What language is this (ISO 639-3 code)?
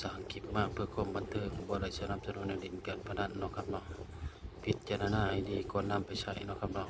tts